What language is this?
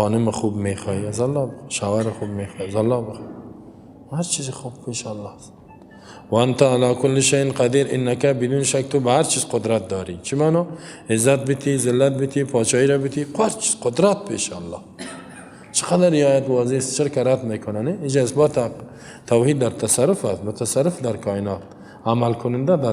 Persian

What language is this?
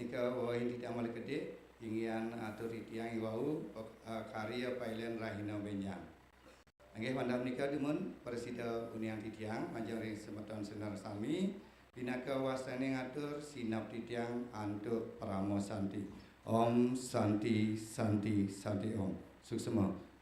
Balinese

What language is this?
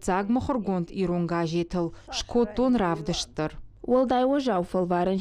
Ossetic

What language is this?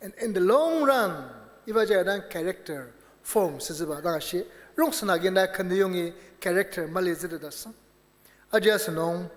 Ao Naga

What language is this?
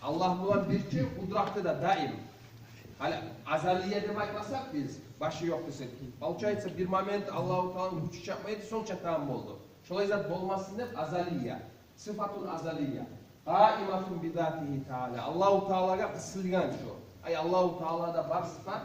Kumyk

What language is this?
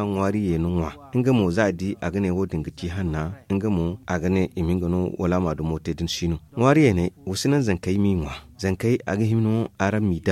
Zarma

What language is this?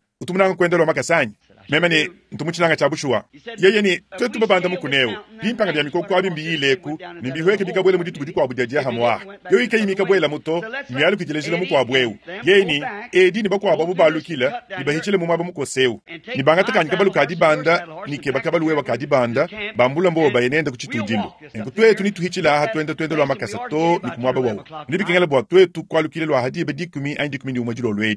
Luba-Lulua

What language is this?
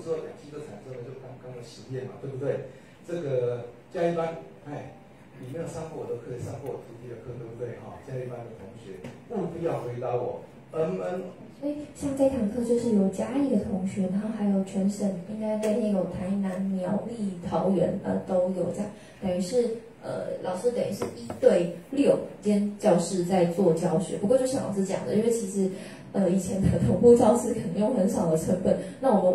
Chinese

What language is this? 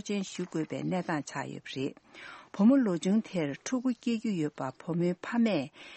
Tibetan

